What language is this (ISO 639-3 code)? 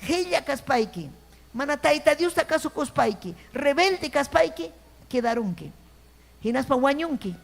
quy